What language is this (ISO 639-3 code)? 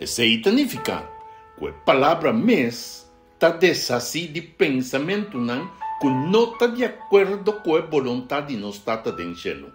pap